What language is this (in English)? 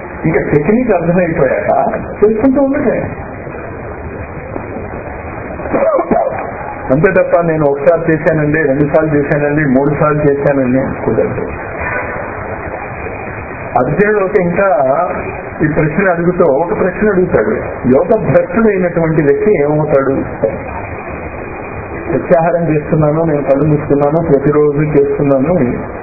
Telugu